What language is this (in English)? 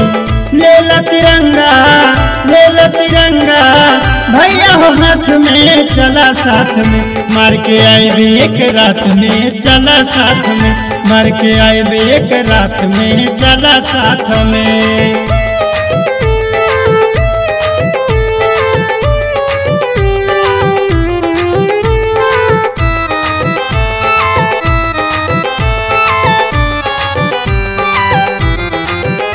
Bhojpuri